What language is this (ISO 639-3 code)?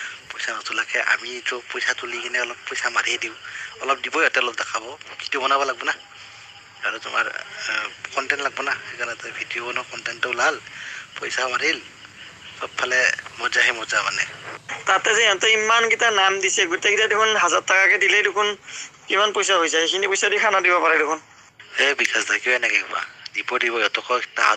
asm